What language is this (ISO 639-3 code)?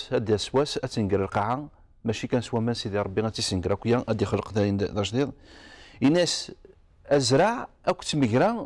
kab